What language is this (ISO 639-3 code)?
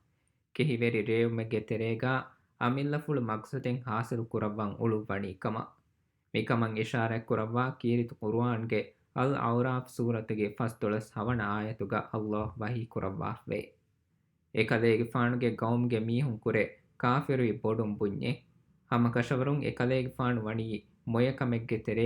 div